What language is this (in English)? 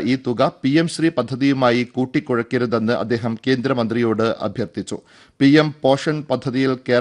Malayalam